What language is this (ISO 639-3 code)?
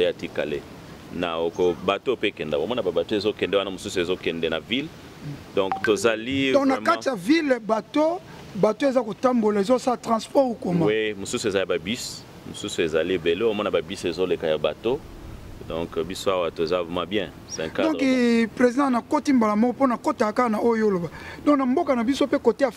lin